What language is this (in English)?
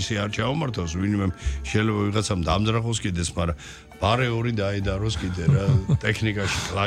Georgian